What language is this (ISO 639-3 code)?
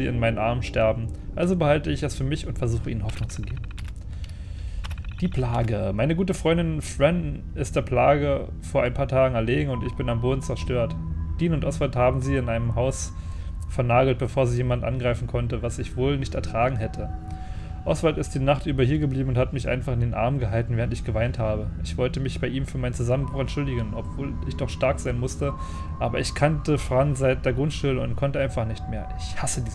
deu